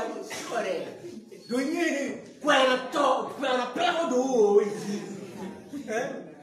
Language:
Acoli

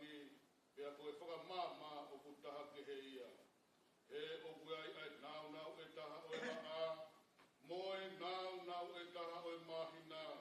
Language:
Tongan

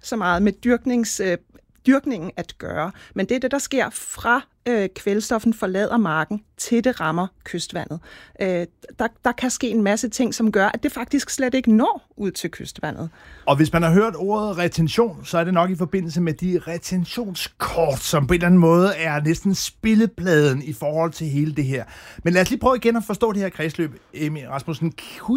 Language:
Danish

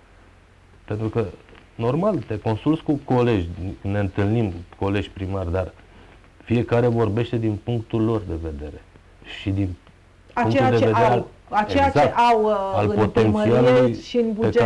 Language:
Romanian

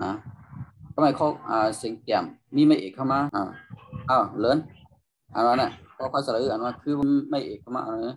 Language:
Shan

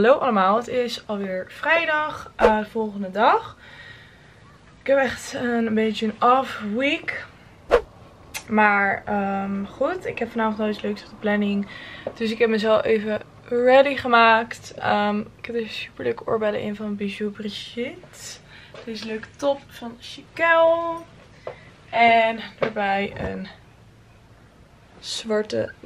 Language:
Dutch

